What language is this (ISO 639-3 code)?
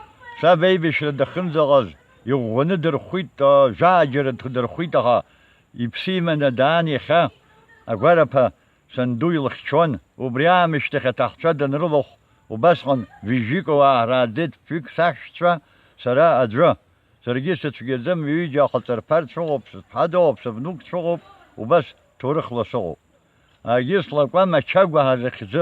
abk